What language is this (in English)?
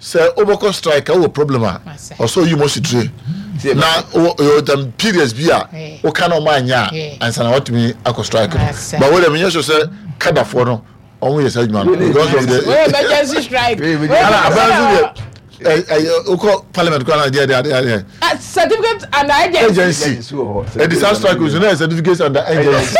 Akan